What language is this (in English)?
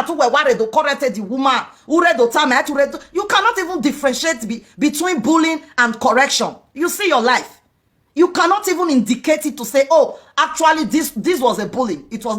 Nigerian Pidgin